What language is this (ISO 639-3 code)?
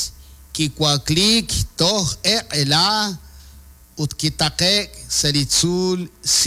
kek